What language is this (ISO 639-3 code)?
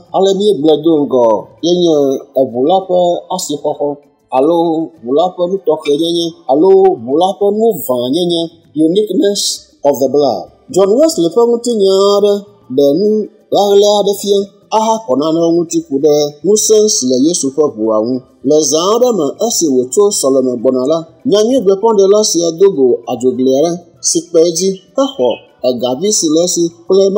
ewe